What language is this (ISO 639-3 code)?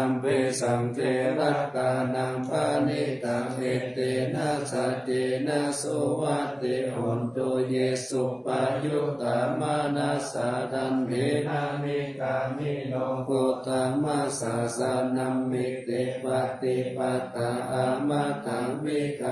pli